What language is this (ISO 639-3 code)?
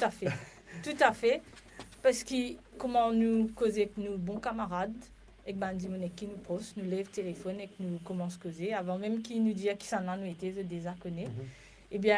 mfe